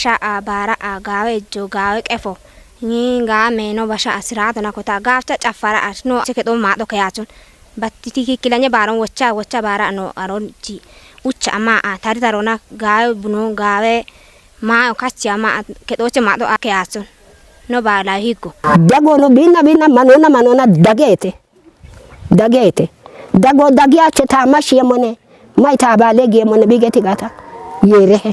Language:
Kafa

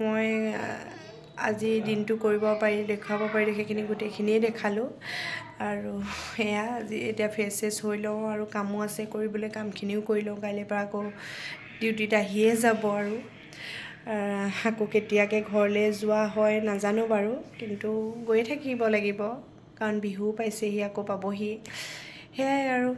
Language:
Assamese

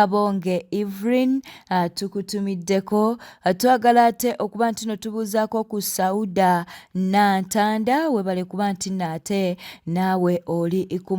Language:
Ganda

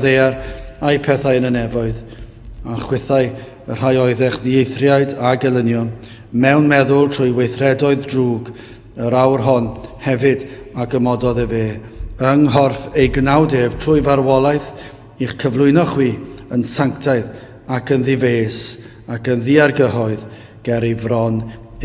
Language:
Welsh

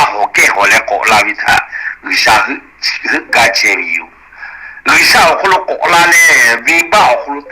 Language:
Lahu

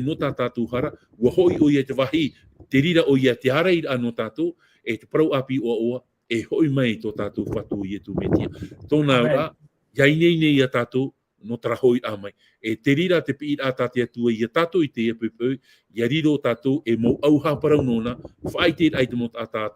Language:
Tahitian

